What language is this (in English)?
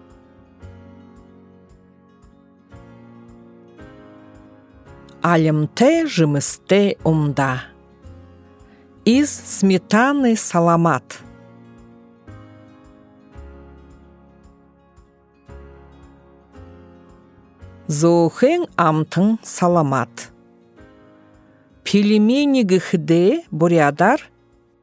Buriat